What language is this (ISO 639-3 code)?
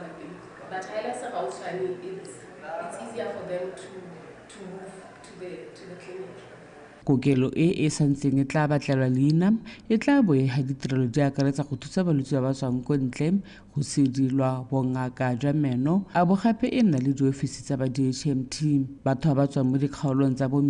tsn